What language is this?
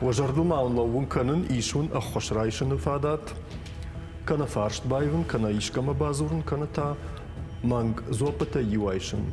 Ossetic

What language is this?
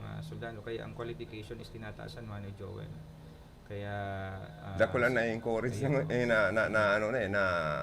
Bikol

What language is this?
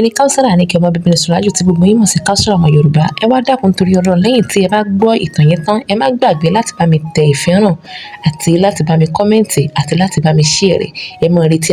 Yoruba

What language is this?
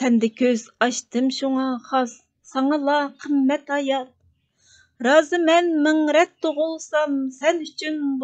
Uyghur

